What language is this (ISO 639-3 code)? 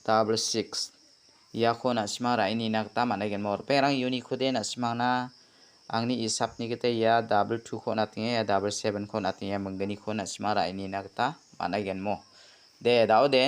grt